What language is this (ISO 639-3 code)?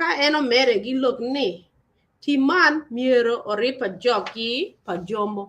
ach